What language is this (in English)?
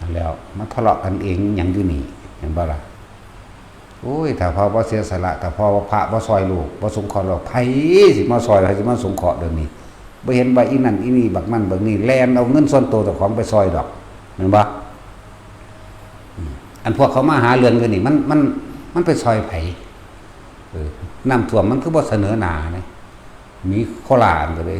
Northeastern Thai